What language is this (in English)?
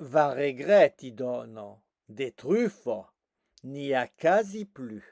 Occitan